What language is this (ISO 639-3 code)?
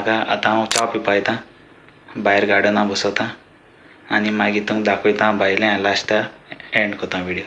kok